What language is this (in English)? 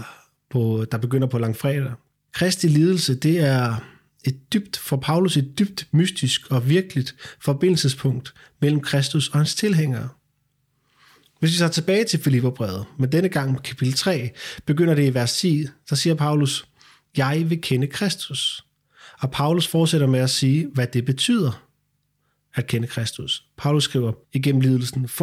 Danish